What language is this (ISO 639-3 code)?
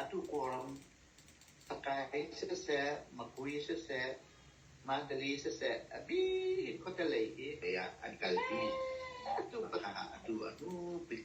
cnh